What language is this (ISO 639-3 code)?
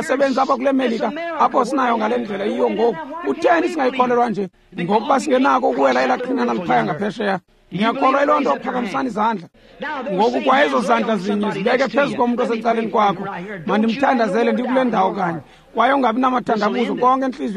xho